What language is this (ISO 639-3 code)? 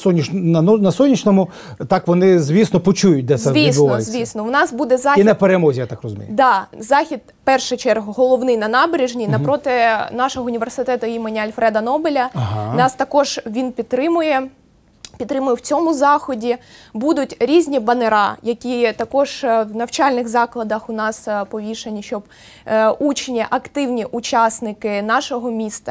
ukr